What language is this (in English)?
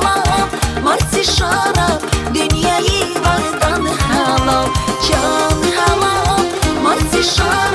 Tabassaran